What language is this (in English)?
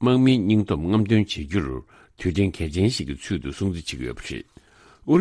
Tibetan